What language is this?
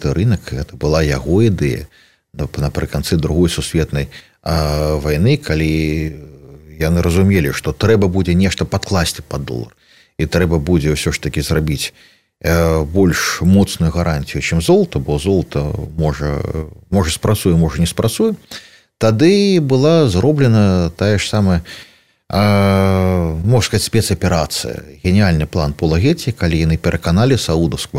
Belarusian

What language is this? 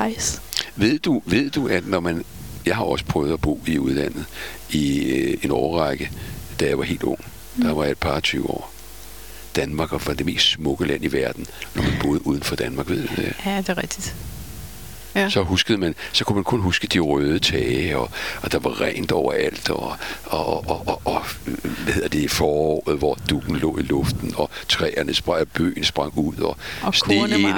Danish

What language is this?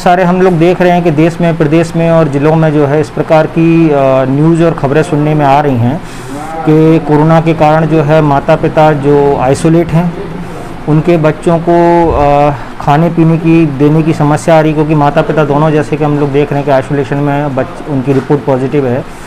Hindi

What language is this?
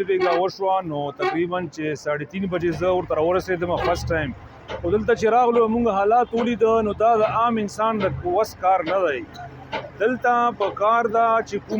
Pashto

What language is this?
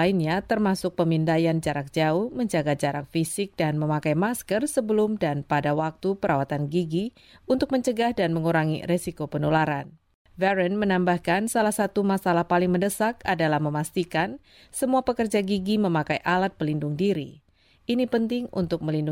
Indonesian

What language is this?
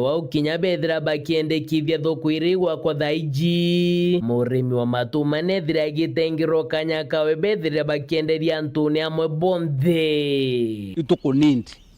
Meru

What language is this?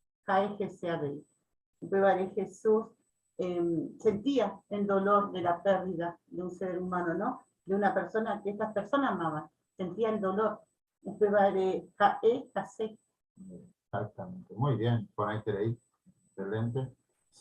Guarani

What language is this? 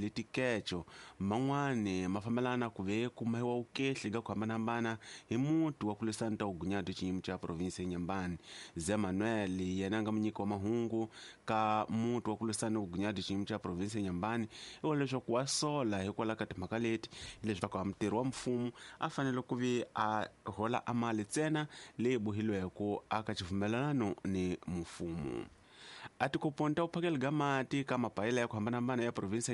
Tsonga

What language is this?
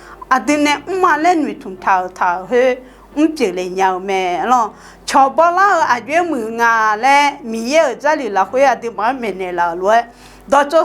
Akha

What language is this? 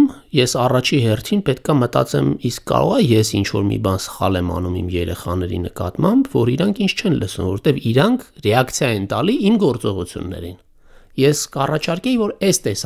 Armenian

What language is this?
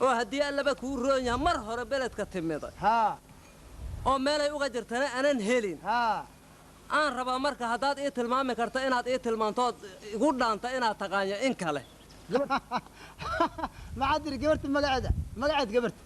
Somali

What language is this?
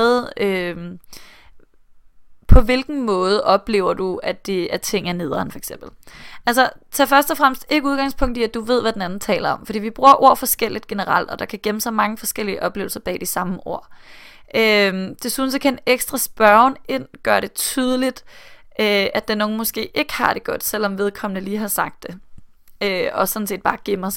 Danish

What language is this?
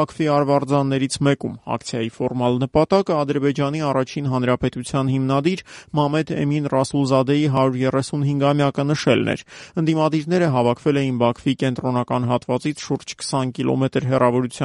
Armenian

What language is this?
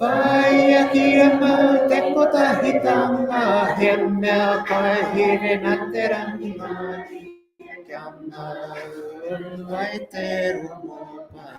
Māori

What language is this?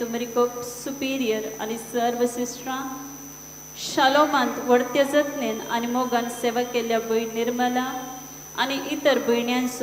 Konkani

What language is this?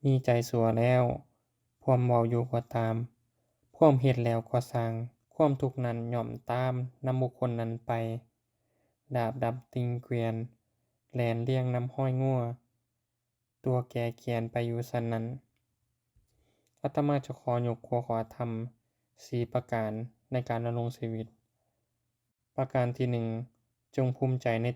Lao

